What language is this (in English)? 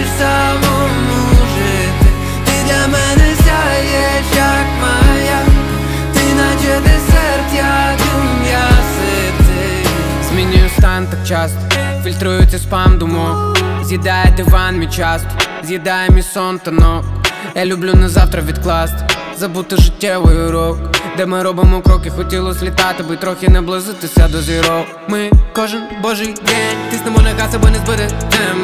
Ukrainian